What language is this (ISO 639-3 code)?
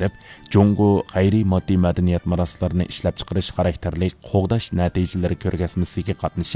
uig